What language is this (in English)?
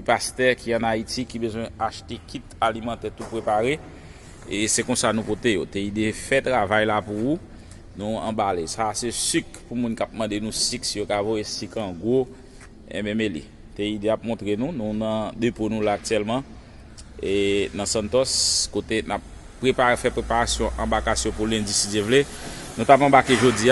Haitian Creole